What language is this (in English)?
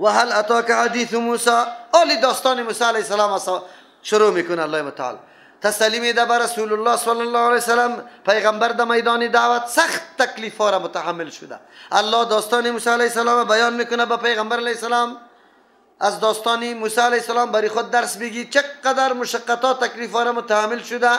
Persian